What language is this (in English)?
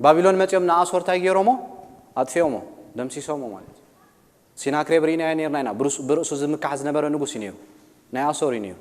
Tigrinya